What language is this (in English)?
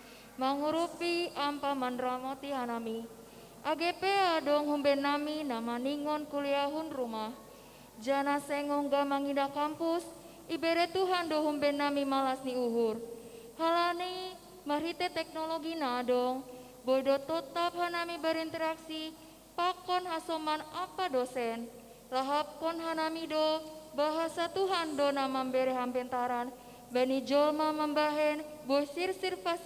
Batak Simalungun